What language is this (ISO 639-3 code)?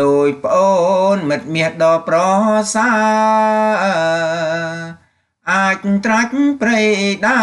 khm